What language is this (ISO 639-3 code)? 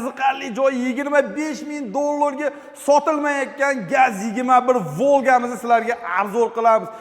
uzb